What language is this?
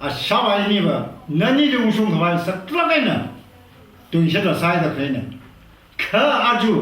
Tangkhul Naga (India)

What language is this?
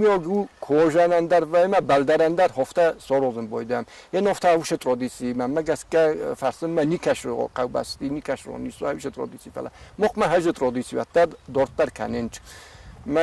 Ossetic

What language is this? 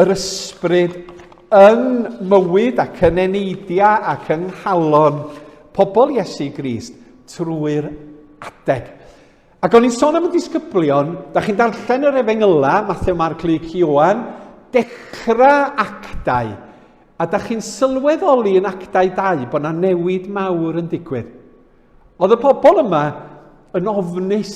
Welsh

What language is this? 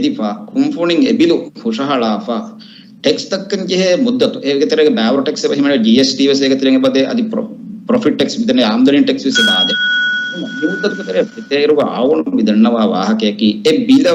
Divehi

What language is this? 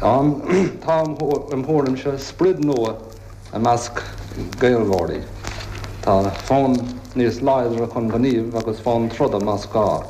Irish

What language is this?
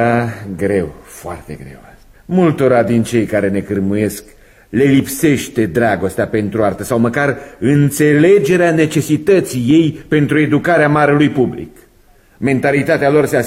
Romanian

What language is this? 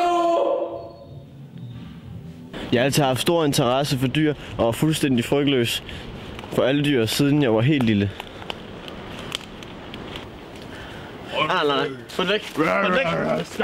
Danish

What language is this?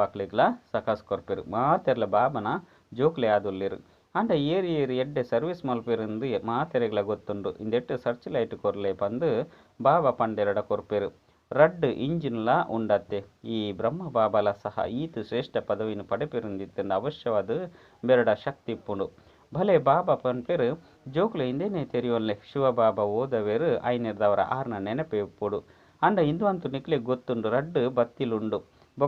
Tulu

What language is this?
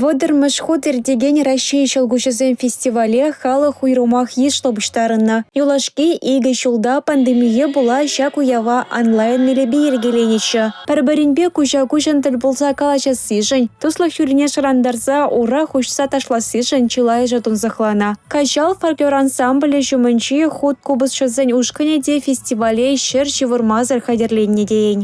Chuvash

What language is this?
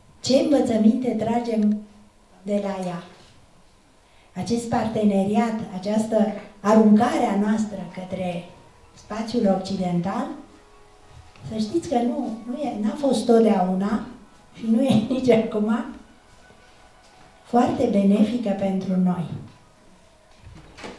Romanian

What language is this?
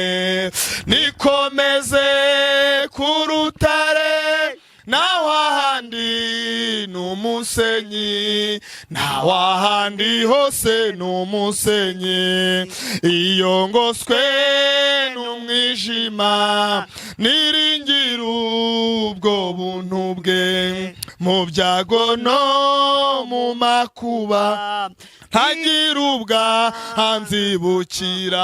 Kinyarwanda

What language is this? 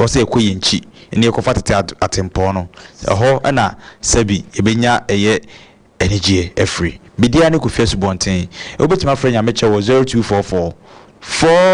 Akan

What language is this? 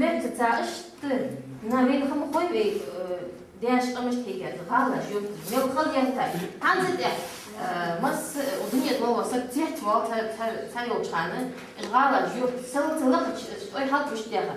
Ingush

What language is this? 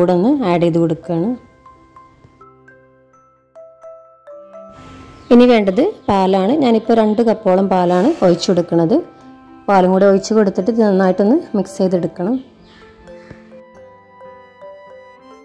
Malayalam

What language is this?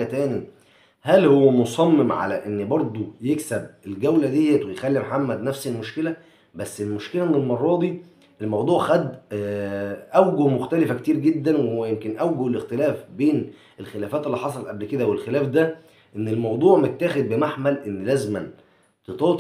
Egyptian Arabic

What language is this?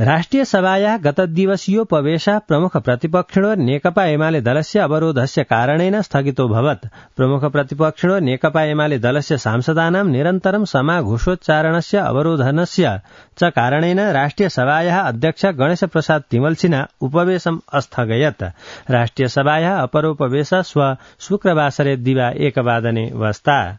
Sanskrit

